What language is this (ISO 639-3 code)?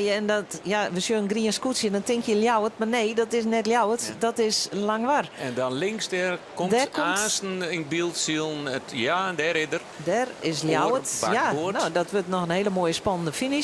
fry